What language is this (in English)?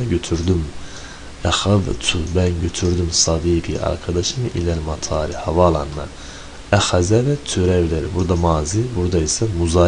Turkish